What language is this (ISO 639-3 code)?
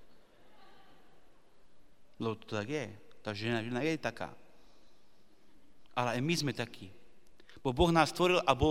slk